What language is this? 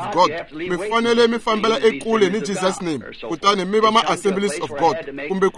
Tsonga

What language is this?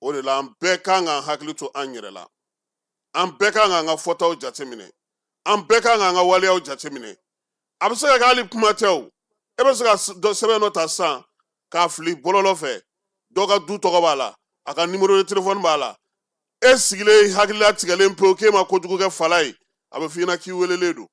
Bambara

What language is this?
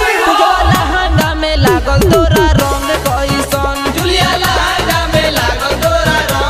Bhojpuri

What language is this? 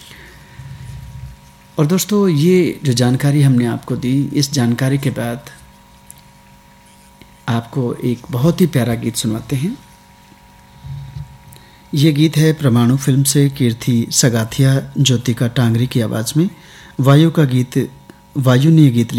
Hindi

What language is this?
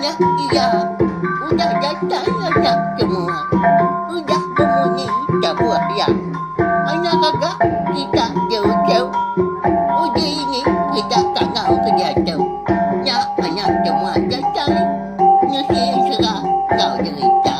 Iban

